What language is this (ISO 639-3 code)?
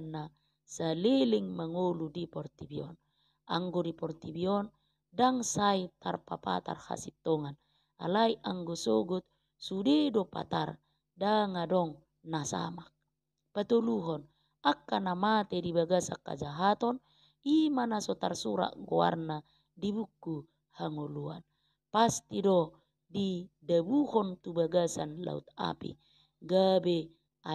bbc